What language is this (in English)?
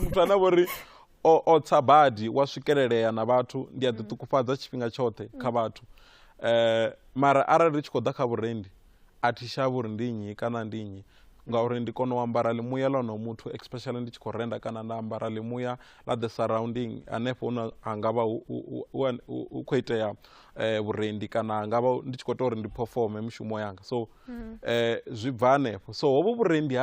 Venda